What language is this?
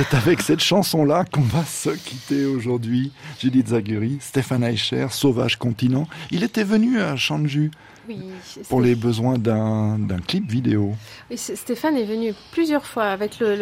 French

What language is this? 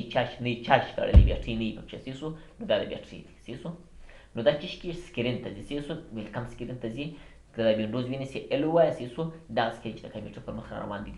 Pashto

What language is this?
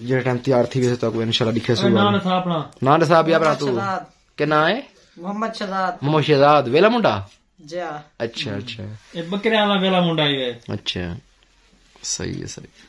Saraiki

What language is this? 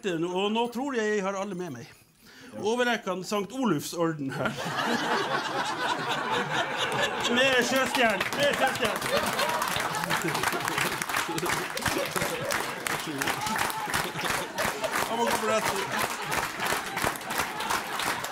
Norwegian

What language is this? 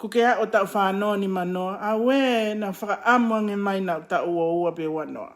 Tongan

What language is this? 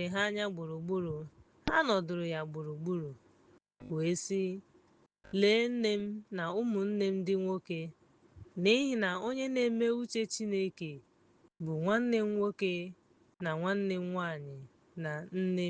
Igbo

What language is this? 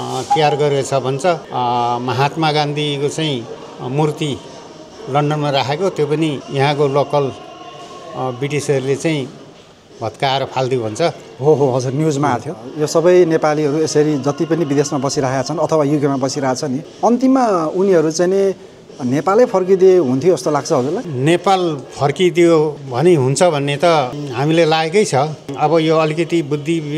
Nepali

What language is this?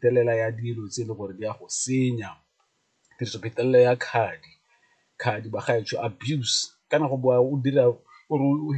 Tswana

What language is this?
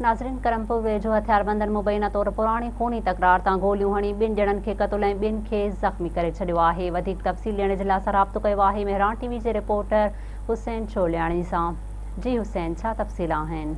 Sindhi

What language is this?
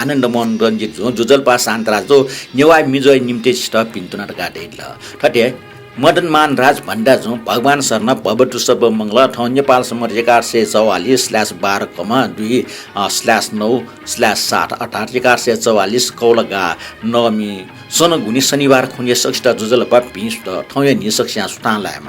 Newari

